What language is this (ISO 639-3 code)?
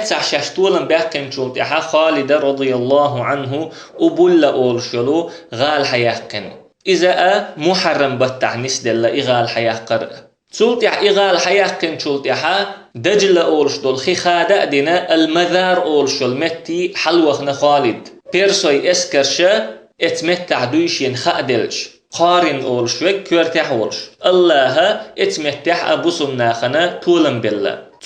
che